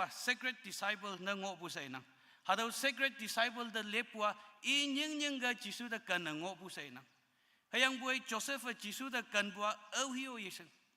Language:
Konyak Naga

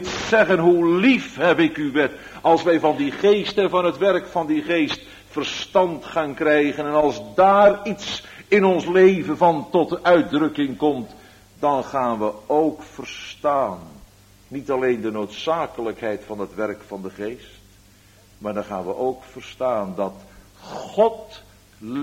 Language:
Dutch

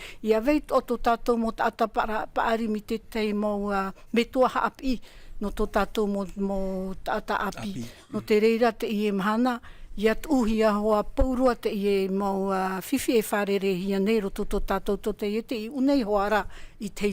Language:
Tahitian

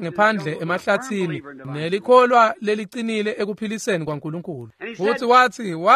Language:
Swati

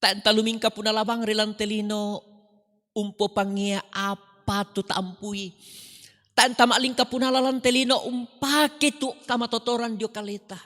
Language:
Toraja-Sa'dan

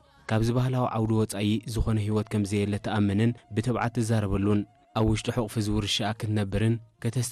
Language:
Tigrinya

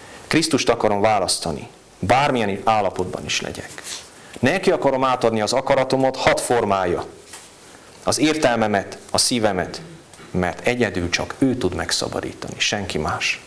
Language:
Hungarian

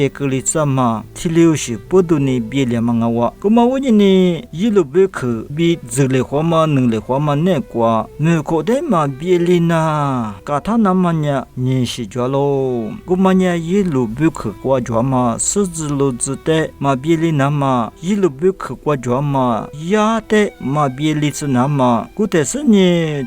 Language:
Lisu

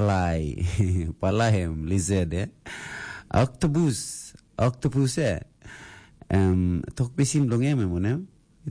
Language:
Tok Pisin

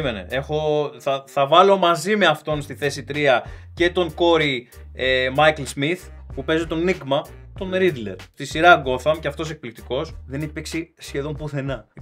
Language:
Greek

